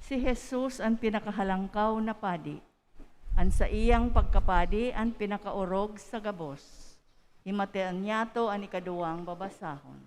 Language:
Bikol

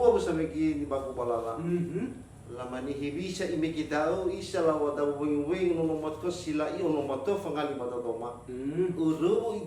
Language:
Nias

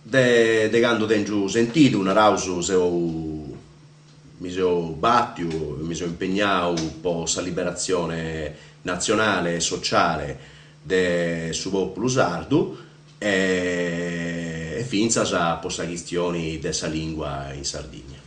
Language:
Sardinian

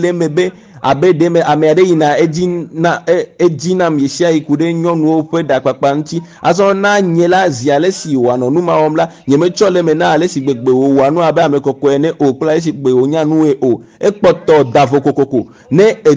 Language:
Ewe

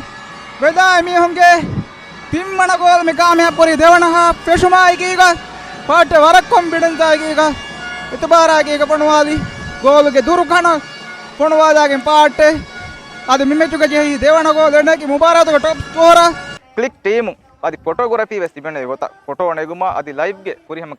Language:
Divehi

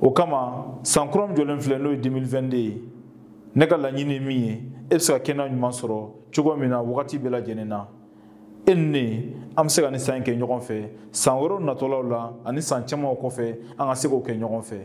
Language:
Bambara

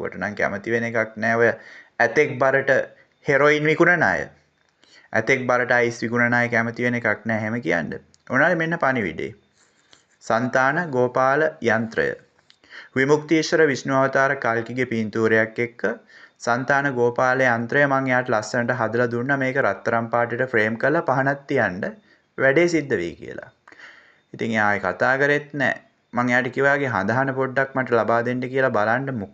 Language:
Sinhala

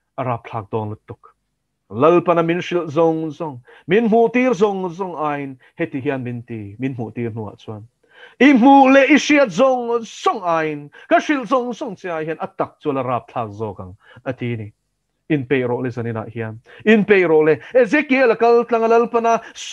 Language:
Mizo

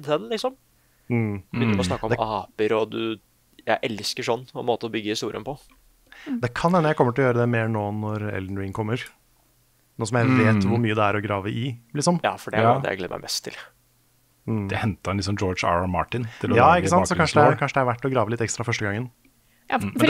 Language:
Norwegian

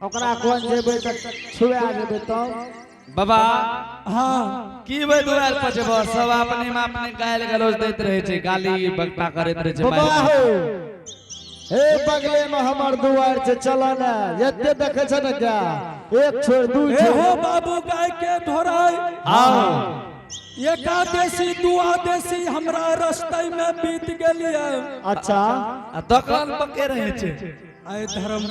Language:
Angika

